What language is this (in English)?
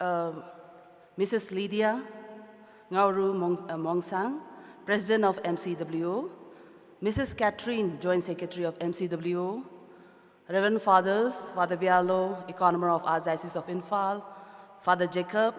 Tangkhul Naga (India)